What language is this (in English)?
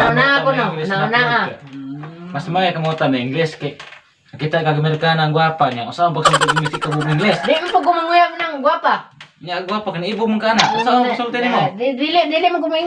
Cebuano